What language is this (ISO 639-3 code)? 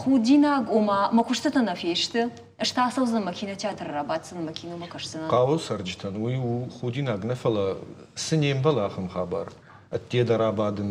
oss